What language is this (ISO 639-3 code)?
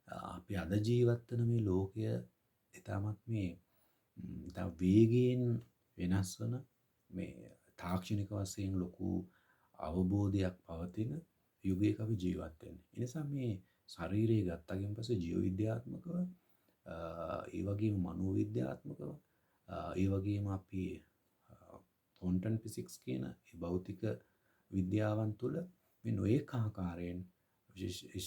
sin